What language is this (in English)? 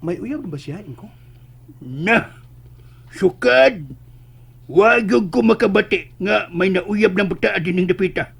Cebuano